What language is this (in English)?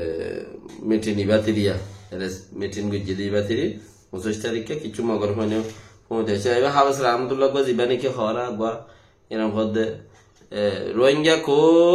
Rohingya